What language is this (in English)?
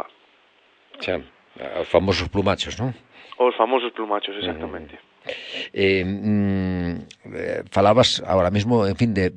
Galician